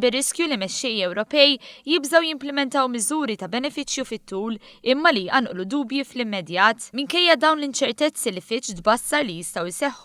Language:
Maltese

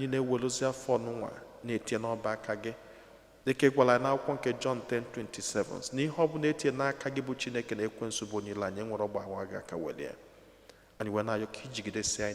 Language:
Igbo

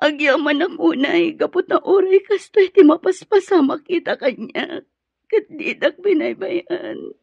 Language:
Iloko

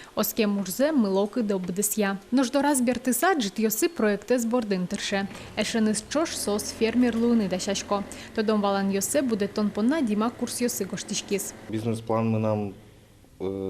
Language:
Udmurt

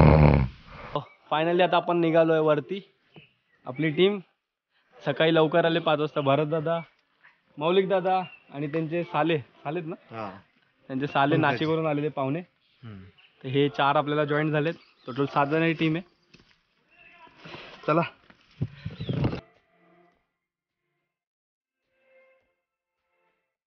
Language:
Marathi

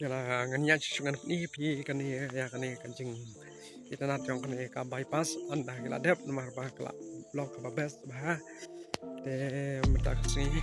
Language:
Khasi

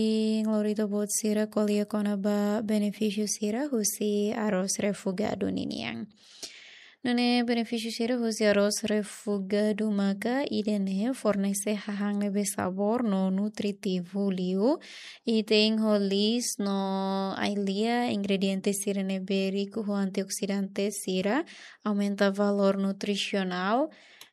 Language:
Tetum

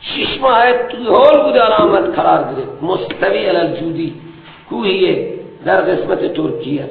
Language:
Persian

